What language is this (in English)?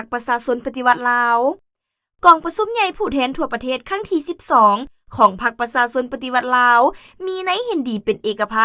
Lao